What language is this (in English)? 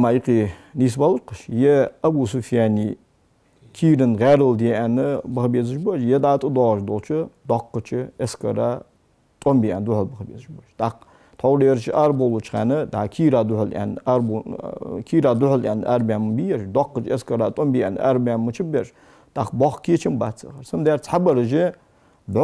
Ingush